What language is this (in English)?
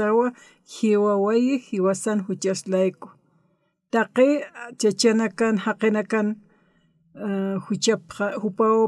Aymara